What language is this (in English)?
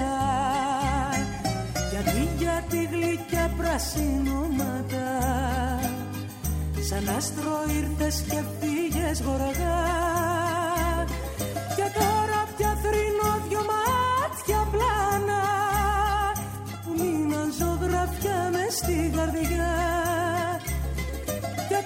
Greek